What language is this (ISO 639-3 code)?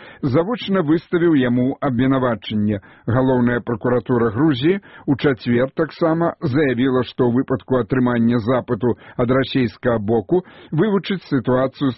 bel